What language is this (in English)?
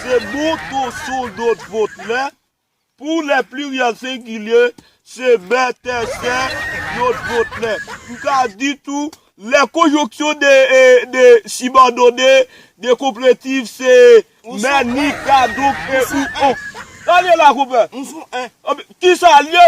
Haitian Creole